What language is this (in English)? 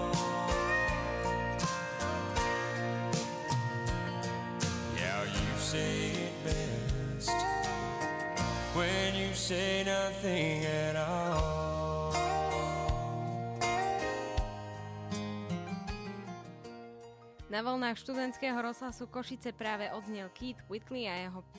Slovak